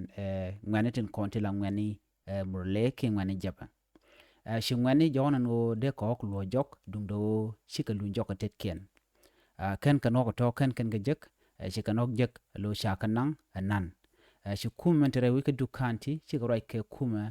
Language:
Nuer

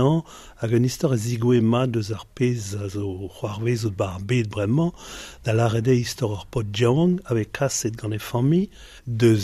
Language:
Breton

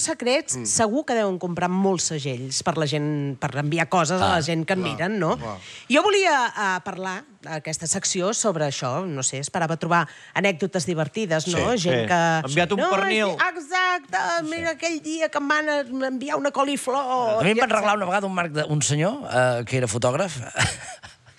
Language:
Catalan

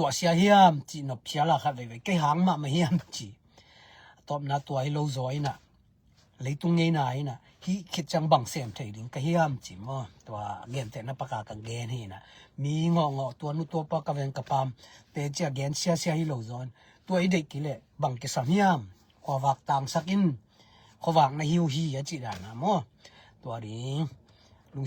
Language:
Tedim Chin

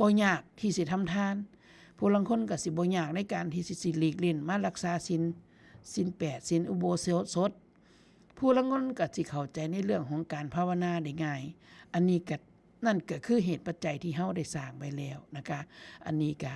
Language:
Northeastern Thai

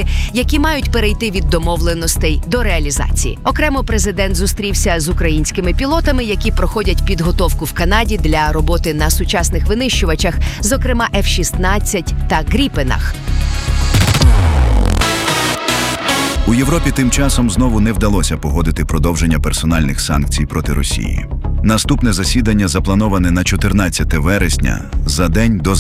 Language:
Ukrainian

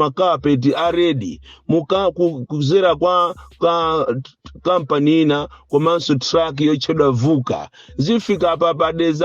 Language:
Nyanja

